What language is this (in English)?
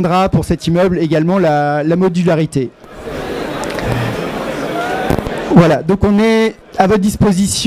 French